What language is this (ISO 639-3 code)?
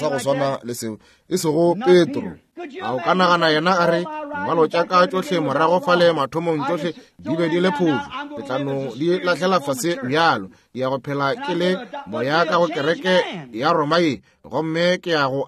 nso